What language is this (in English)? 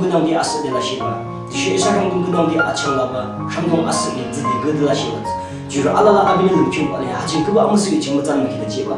Yimchungru Naga